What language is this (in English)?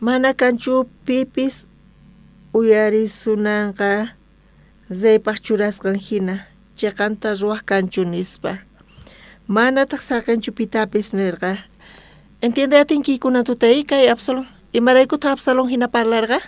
South Bolivian Quechua